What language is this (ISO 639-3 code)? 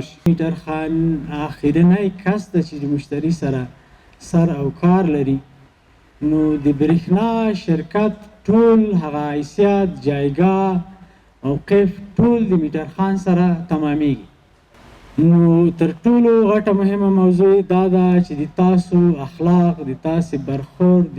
pus